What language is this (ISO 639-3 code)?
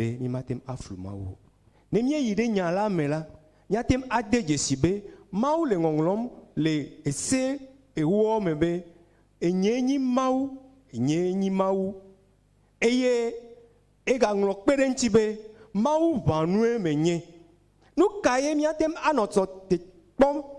ewe